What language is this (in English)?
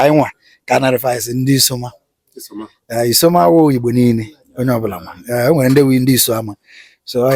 Igbo